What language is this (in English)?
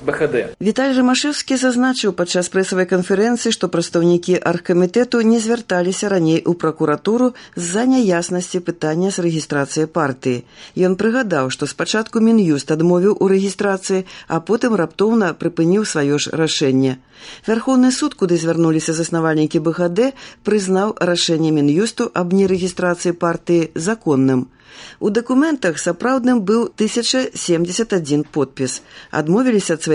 Belarusian